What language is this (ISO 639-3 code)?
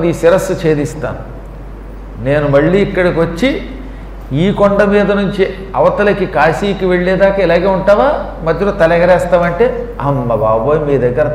tel